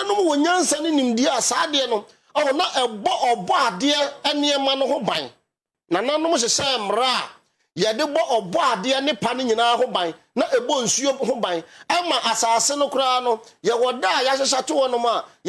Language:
Akan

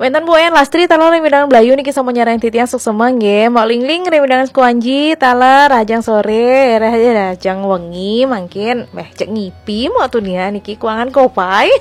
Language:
Balinese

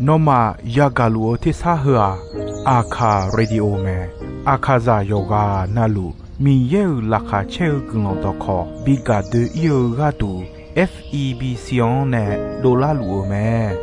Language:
Akha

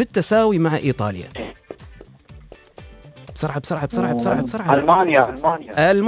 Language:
Arabic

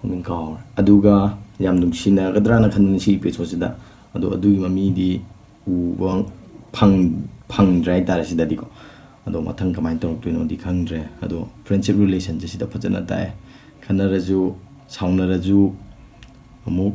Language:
Manipuri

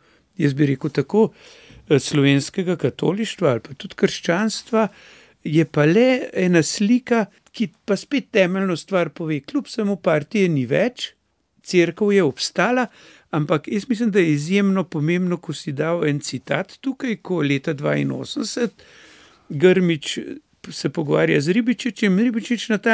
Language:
Slovenian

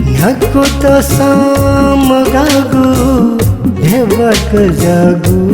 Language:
Newari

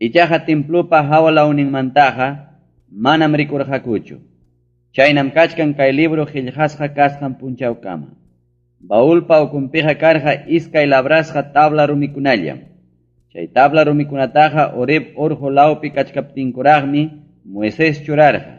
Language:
Ayacucho Quechua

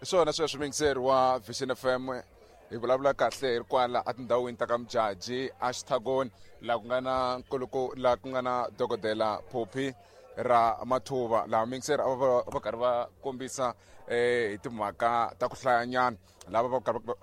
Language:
Tsonga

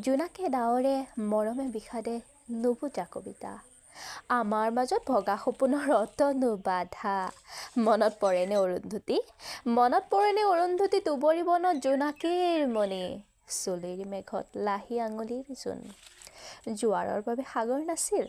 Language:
Assamese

